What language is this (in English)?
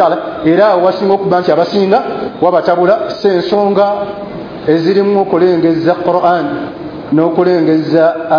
Ganda